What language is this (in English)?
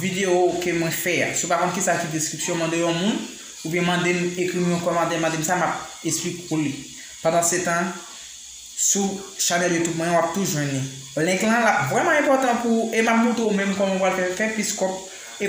Haitian Creole